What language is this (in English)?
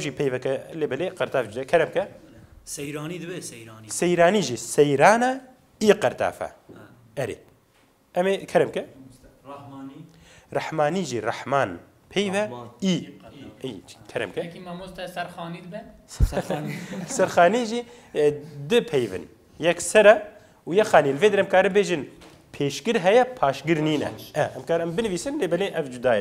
Kurdish